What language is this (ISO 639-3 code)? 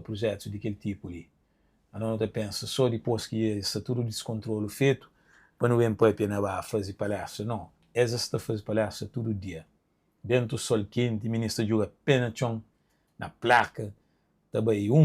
kea